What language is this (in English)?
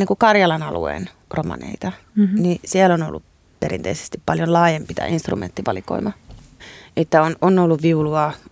Finnish